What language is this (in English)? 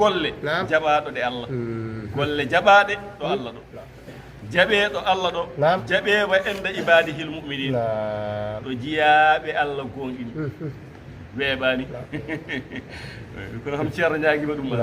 Fula